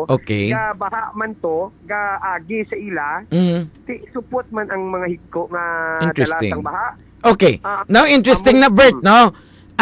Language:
Hiligaynon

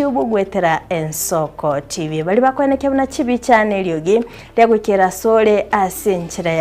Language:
Gusii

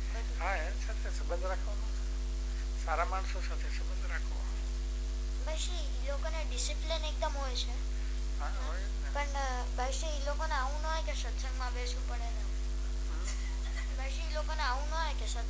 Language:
Gujarati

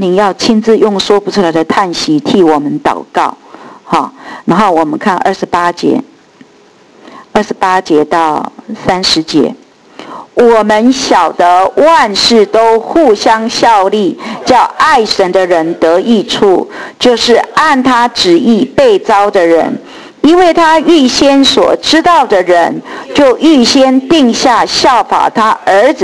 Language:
Chinese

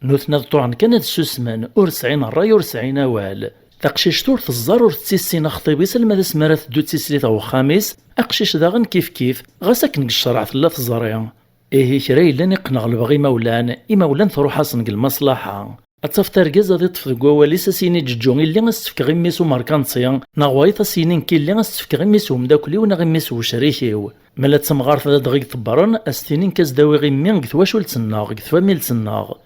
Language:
Kabyle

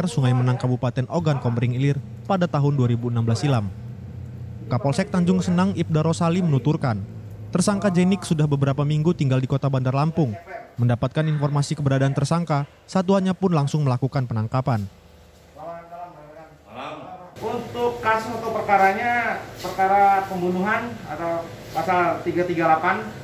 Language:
Indonesian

